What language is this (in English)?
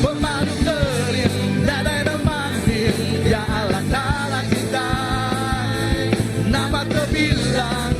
Iban